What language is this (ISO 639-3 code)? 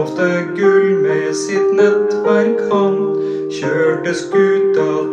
nor